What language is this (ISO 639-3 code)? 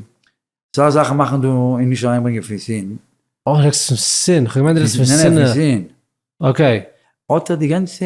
yid